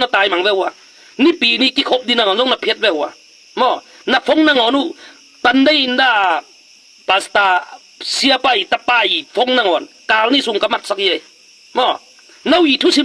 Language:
Tedim Chin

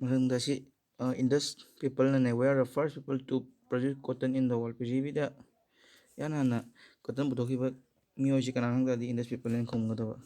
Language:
Manipuri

